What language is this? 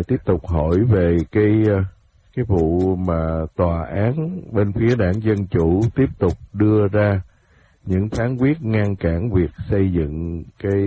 Vietnamese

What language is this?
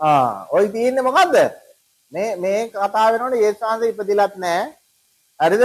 Sinhala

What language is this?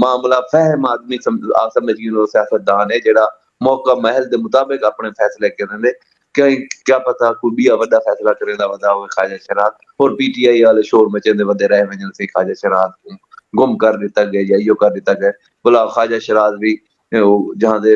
Saraiki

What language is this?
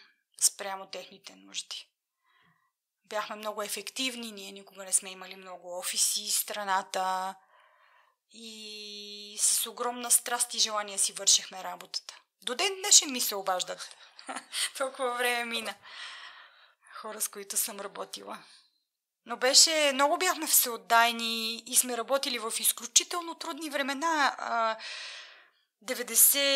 Bulgarian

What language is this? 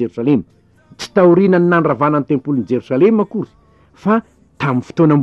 Malagasy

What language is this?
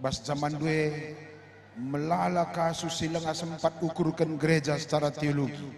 Batak Karo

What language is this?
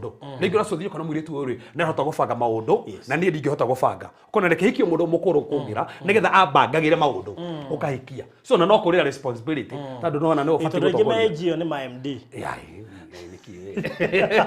Kikuyu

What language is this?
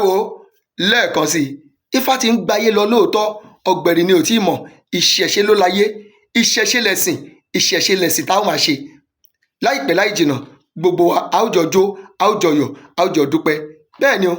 Yoruba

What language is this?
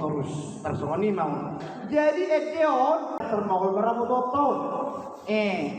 Batak Toba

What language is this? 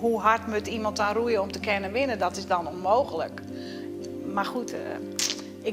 Western Frisian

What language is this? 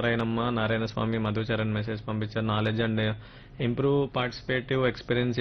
Telugu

